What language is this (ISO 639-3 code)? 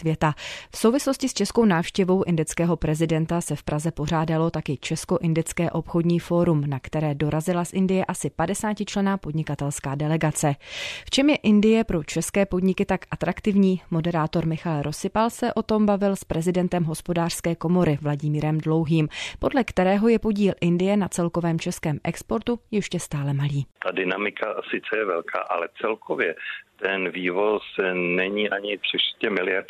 ces